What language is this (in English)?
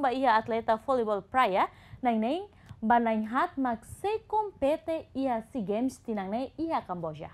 Tetum